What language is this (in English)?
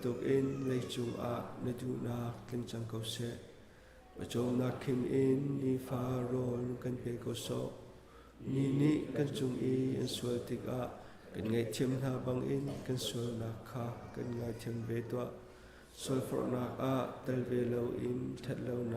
Hakha Chin